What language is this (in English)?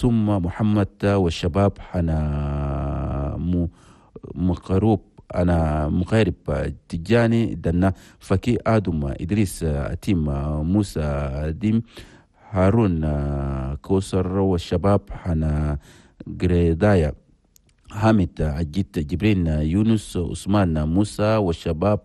Chadian Arabic